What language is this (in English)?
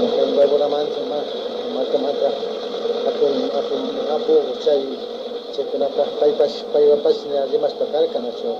Imbabura Highland Quichua